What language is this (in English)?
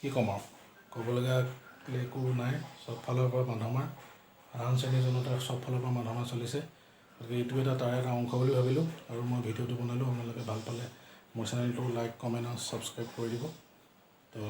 Assamese